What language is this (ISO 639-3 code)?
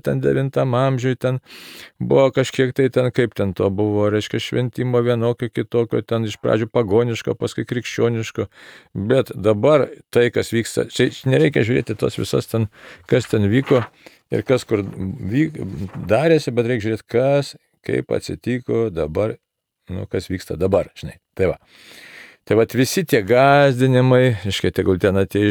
lit